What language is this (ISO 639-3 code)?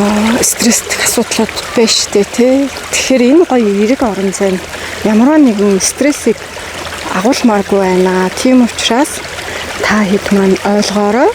mon